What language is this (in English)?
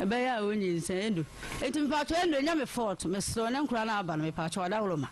Akan